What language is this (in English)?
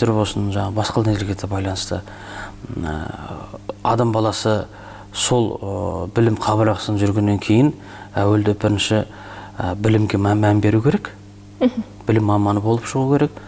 Kazakh